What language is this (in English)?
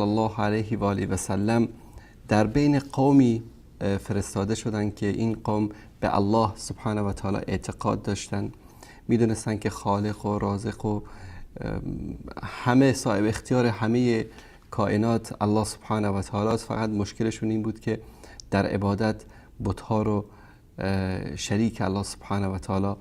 Persian